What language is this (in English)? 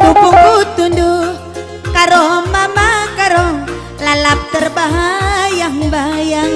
Batak Karo